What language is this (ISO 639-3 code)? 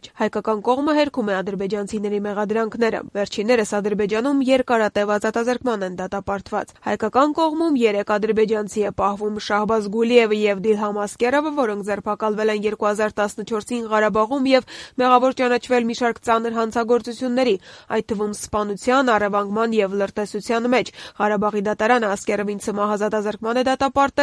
hye